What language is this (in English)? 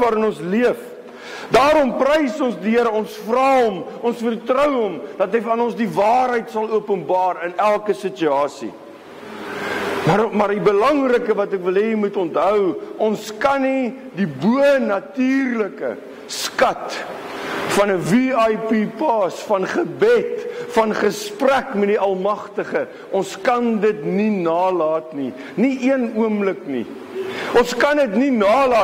Afrikaans